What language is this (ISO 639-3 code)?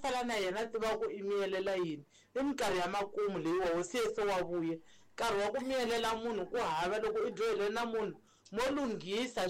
tso